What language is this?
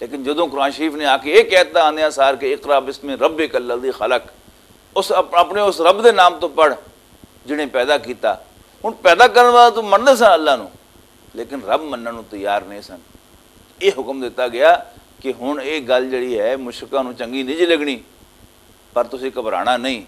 Western Panjabi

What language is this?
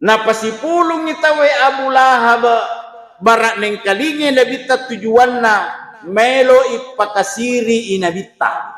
Buginese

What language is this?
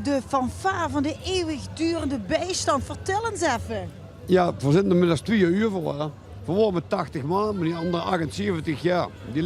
Limburgish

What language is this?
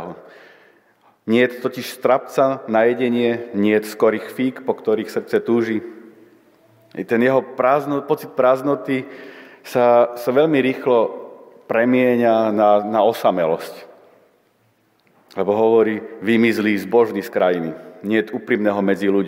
Slovak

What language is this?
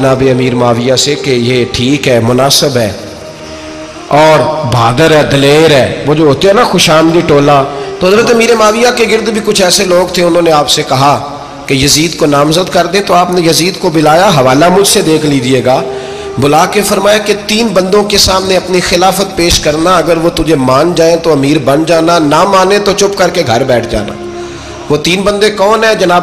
Urdu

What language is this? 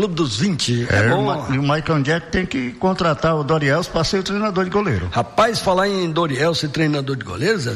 Portuguese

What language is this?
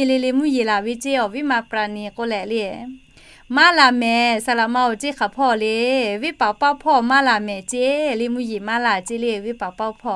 Lahu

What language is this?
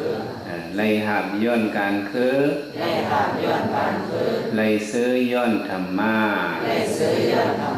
Shan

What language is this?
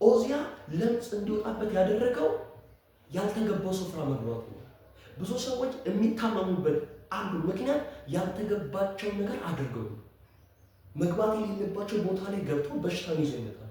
Amharic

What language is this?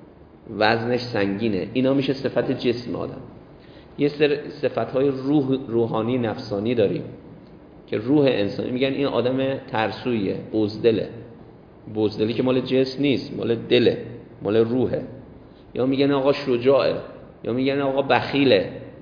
Persian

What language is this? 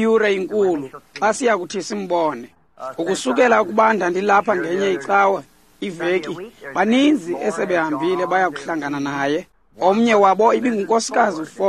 Xhosa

